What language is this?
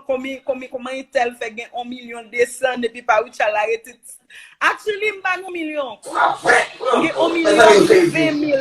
Haitian Creole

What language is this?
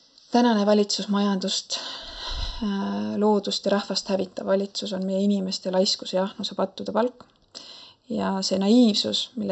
Estonian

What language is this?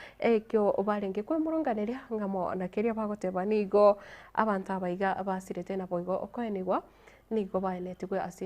Gusii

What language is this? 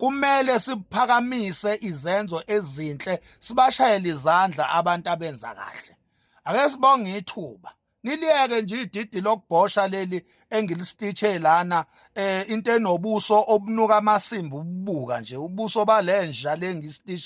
Zulu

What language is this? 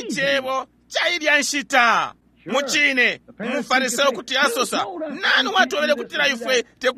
Bemba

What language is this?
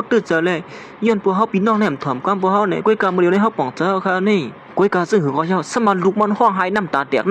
Shan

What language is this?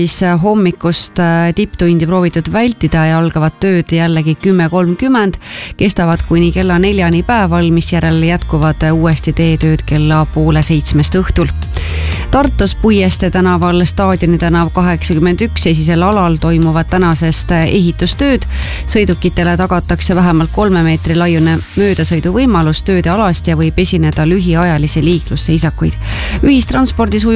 Estonian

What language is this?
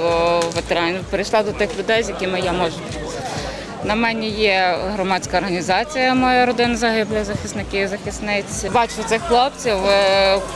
Ukrainian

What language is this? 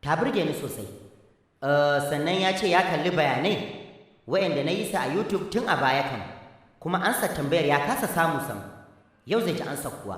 Hausa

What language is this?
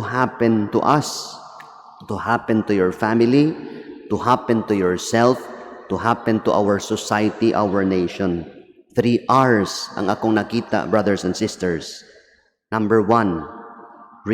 Cebuano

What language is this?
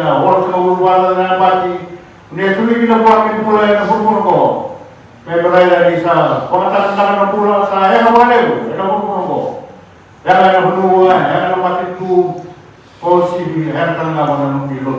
Fijian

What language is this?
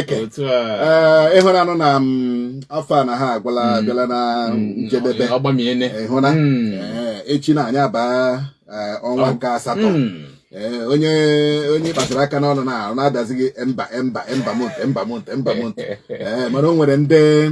Igbo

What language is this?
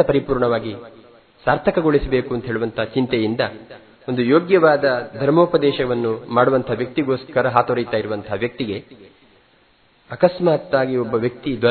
Kannada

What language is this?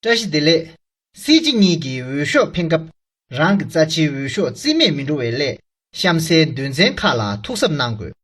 Tibetan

